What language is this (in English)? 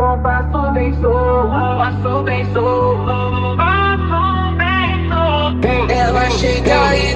Portuguese